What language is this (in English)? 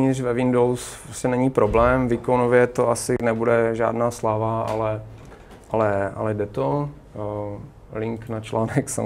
Czech